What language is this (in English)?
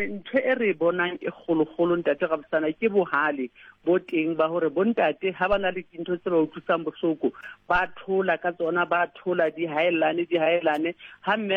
Southern Sotho